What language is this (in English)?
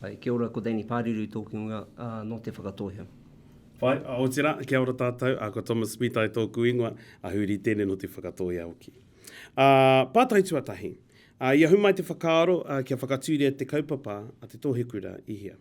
Māori